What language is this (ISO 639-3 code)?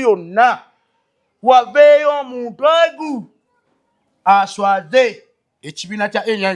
lug